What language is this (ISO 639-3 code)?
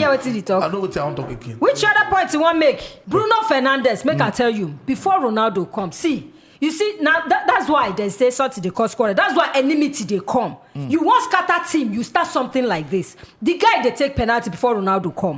pcm